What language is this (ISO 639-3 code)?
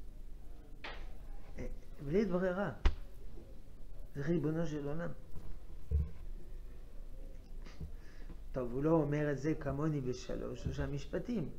heb